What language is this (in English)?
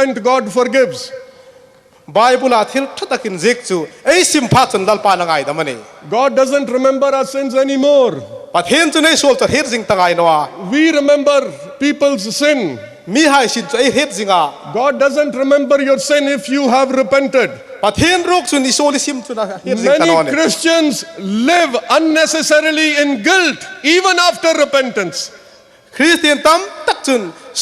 Hmar